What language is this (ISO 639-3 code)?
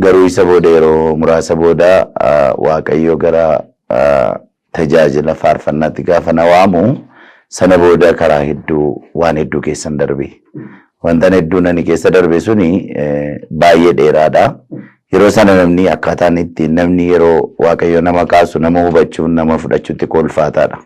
orm